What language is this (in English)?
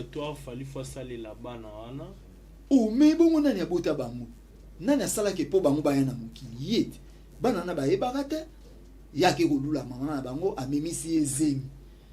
Lingala